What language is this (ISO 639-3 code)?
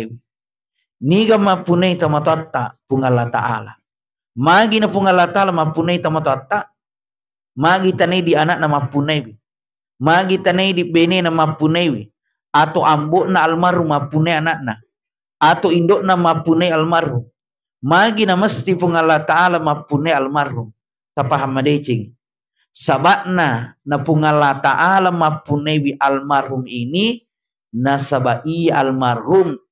bug